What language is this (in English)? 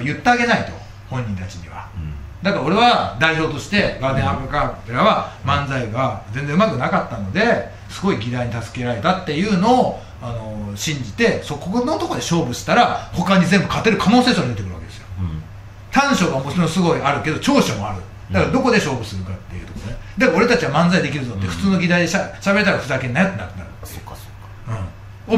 Japanese